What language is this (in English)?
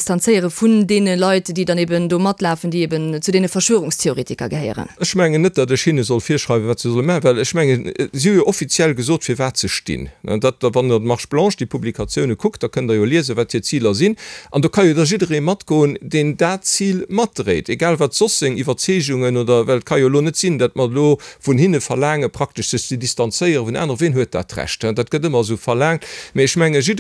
Luxembourgish